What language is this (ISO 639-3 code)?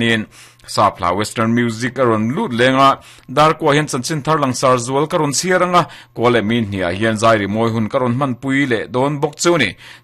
lus